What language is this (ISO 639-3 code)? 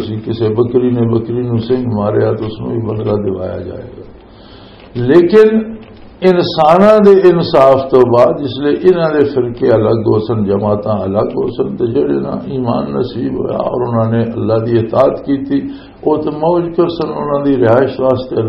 lah